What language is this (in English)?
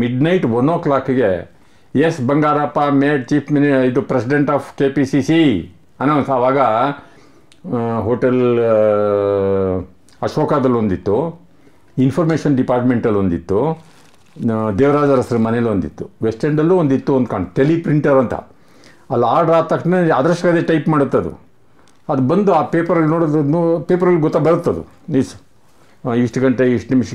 Kannada